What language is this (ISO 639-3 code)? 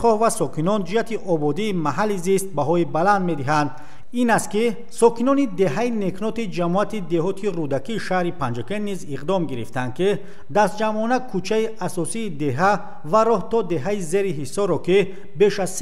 tgk